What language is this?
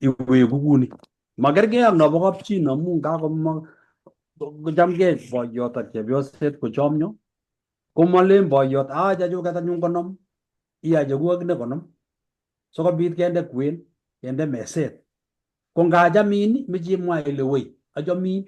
Kalenjin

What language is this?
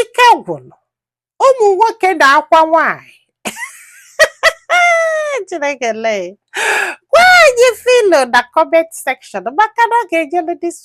Igbo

